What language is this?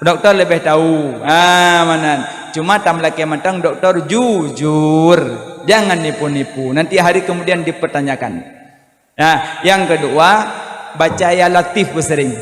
Achinese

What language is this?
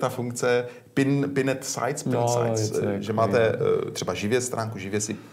Czech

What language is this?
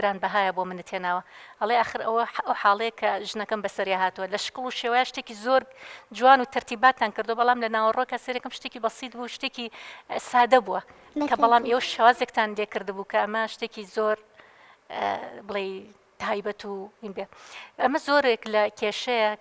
Central Kurdish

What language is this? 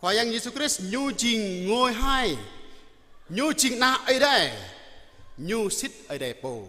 Jarai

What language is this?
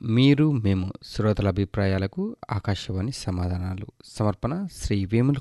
Telugu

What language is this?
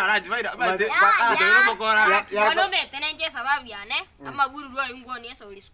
Gusii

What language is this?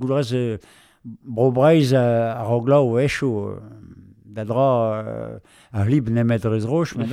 Breton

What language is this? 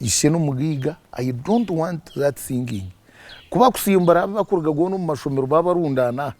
Nyankole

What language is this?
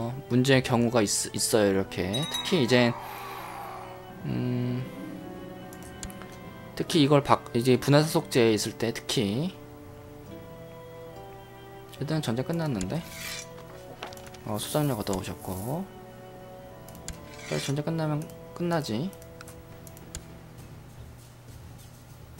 Korean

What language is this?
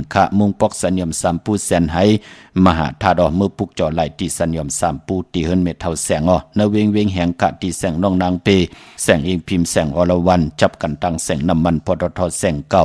Shan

